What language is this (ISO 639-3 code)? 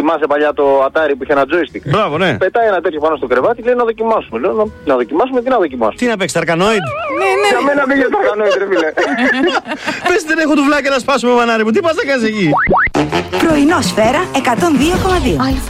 ell